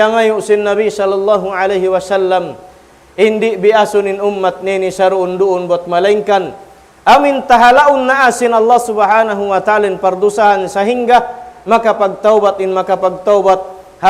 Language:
Tausug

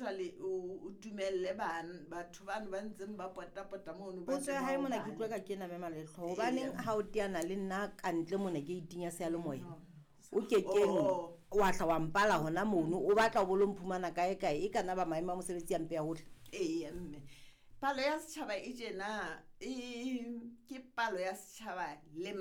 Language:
Southern Sotho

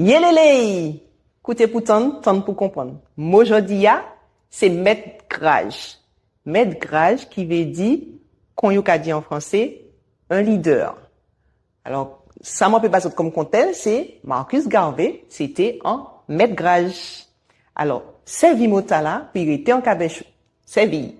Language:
Guadeloupean Creole French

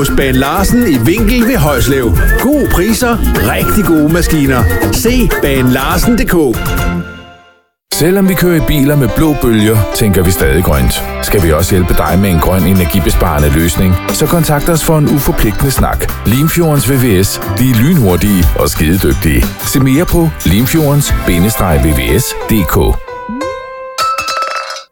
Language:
Danish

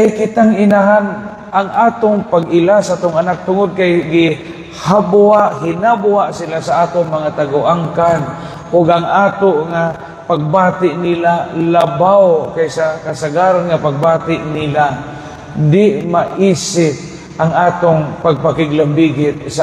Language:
Cebuano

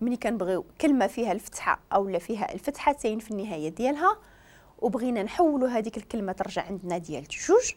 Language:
Moroccan Arabic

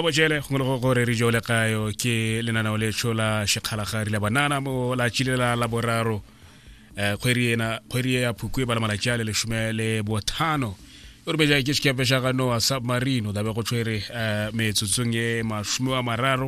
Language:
Tswana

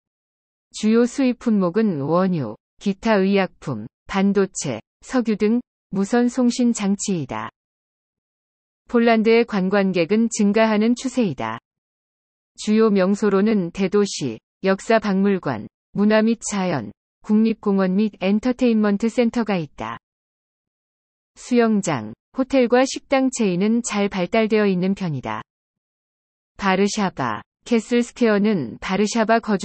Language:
Korean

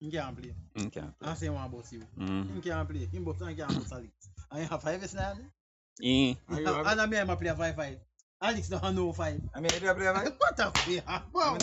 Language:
Jamaican Creole English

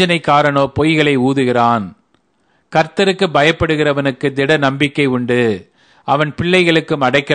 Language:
Tamil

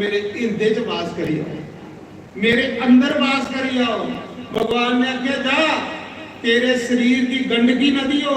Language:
Dogri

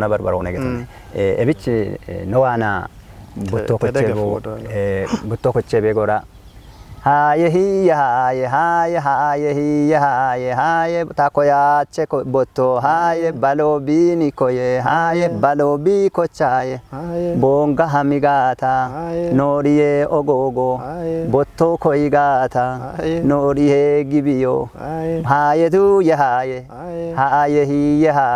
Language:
Kafa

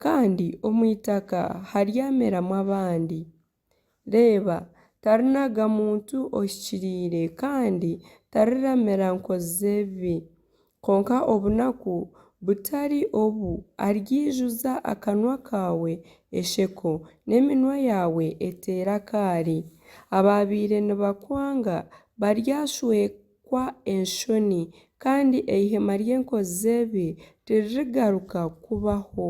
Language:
Nyankole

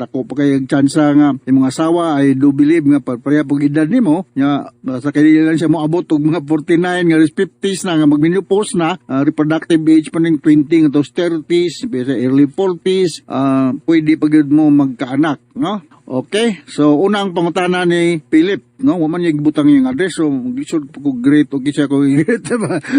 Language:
Cebuano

